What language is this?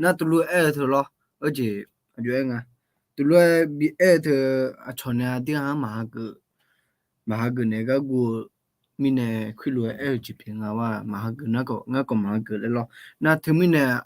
Akha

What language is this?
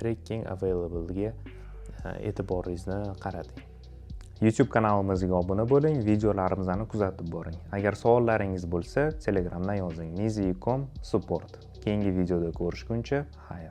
Uzbek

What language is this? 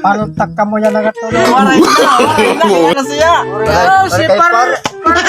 Waray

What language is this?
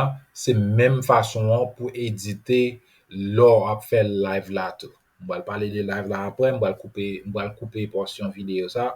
Haitian Creole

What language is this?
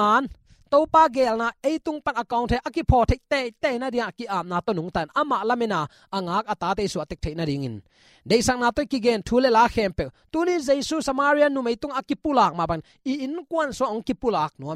Tedim Chin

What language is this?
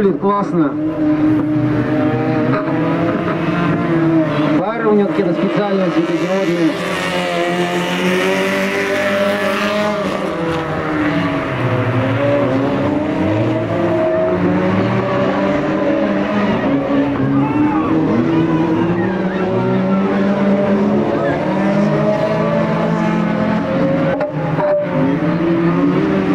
Russian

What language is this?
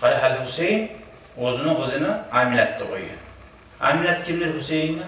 Kumyk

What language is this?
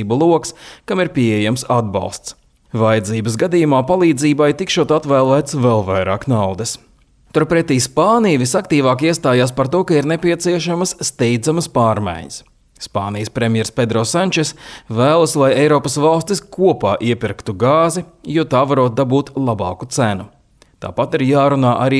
Latvian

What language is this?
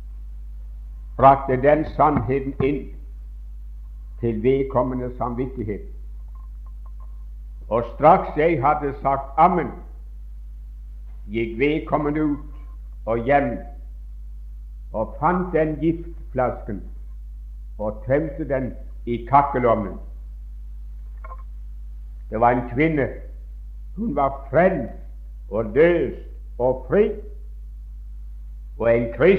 Norwegian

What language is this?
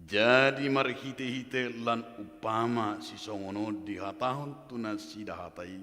Batak Toba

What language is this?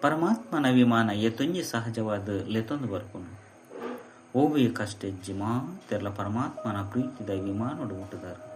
Tulu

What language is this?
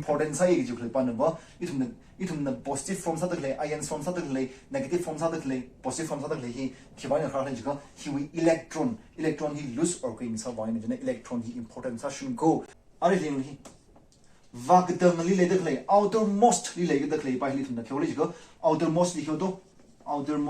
Tangkhul Naga (India)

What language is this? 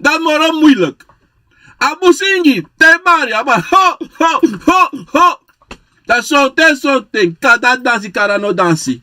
Sranan Tongo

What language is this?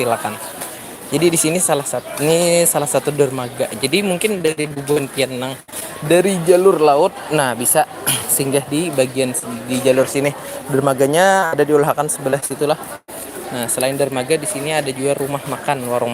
Banjar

